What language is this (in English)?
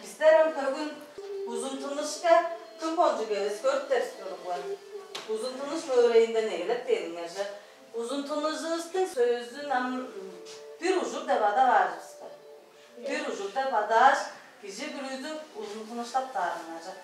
Tuvinian